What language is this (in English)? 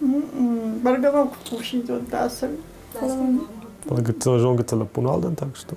Ossetic